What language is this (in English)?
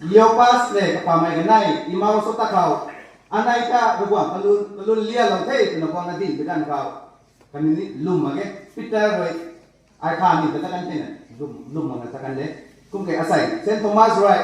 Rongmei Naga